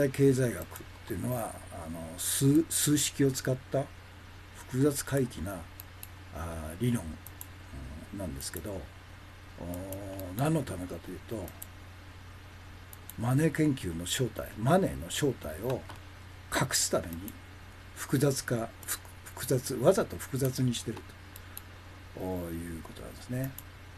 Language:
Japanese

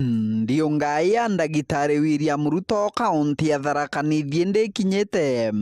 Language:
Meru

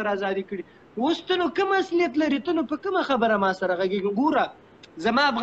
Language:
Pashto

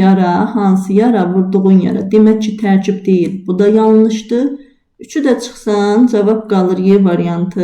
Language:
Azerbaijani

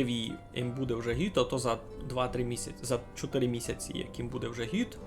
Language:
Rusyn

